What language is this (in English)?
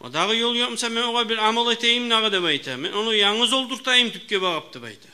Kumyk